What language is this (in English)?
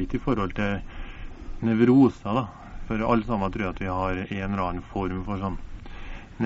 Norwegian